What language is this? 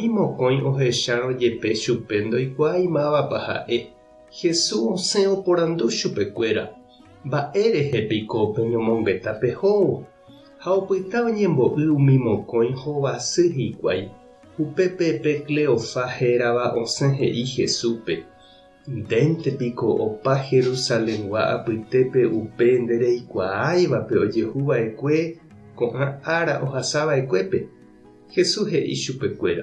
Guarani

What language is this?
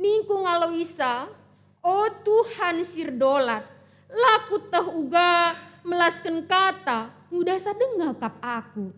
Batak Karo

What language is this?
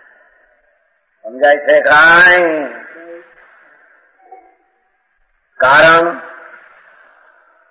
Gujarati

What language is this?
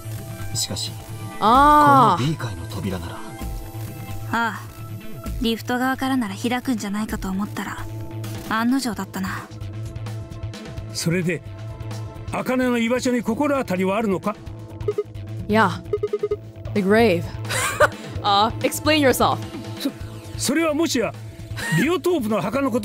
Japanese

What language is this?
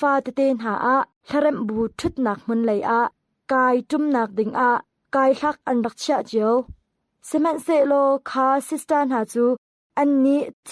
Hakha Chin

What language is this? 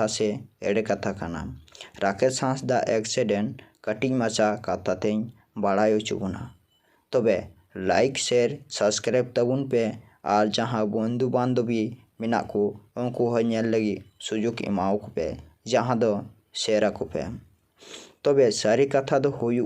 Santali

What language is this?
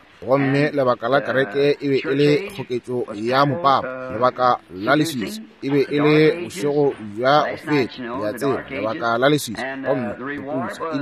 Northern Sotho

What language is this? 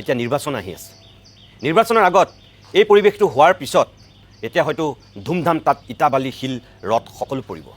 Assamese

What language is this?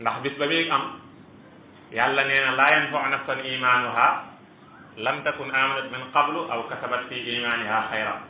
Wolof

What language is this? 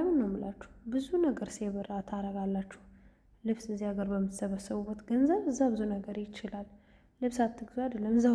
Amharic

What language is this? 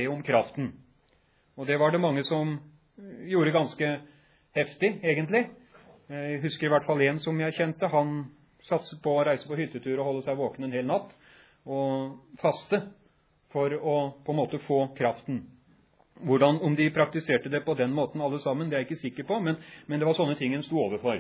Norwegian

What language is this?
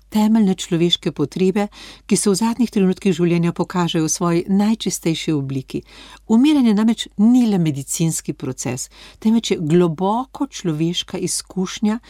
Slovenian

